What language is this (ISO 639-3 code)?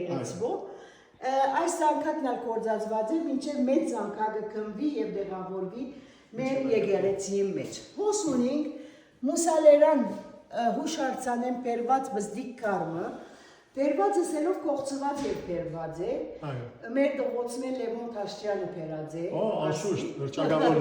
hyw